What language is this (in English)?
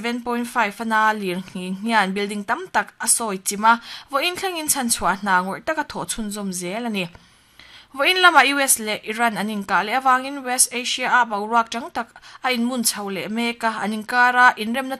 Mizo